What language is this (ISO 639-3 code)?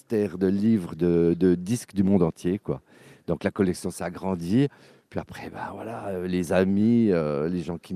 fra